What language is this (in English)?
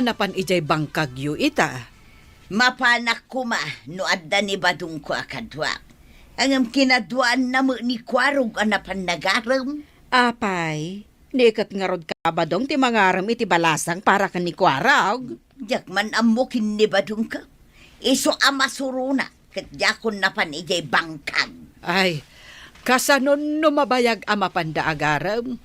Iloko